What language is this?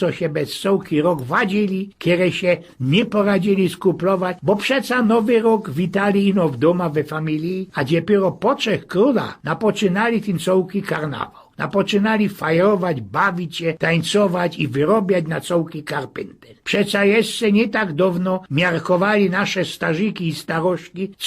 Silesian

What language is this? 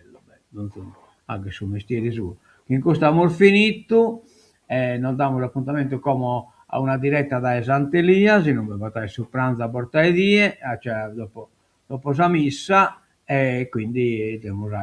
Sardinian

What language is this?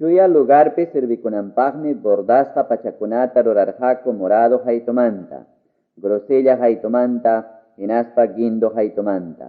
Ayacucho Quechua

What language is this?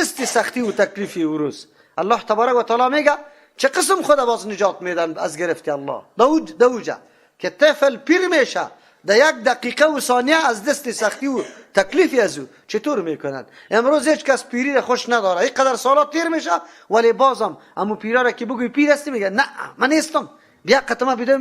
Persian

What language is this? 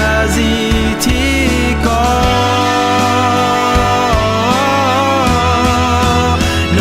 Akha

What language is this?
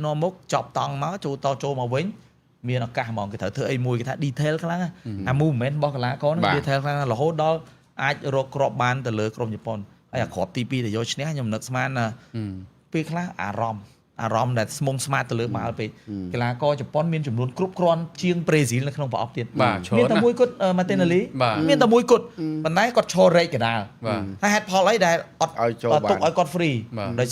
Khmer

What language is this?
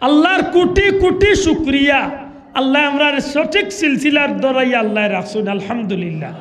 Sylheti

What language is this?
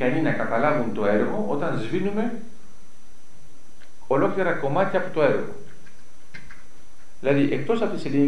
Greek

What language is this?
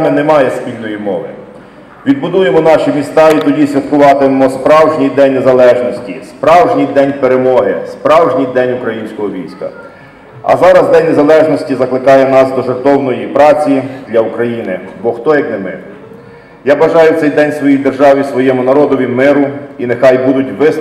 Ukrainian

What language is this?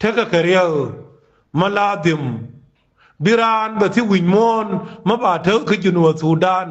Nuer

